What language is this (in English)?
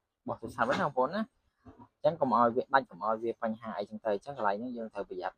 Khmer